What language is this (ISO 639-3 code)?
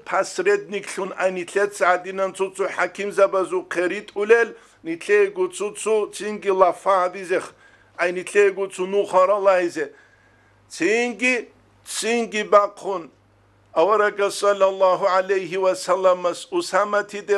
ava